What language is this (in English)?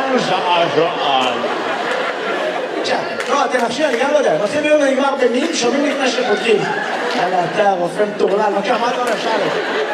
Hebrew